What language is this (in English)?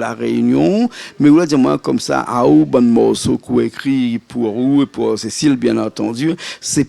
Réunion Creole French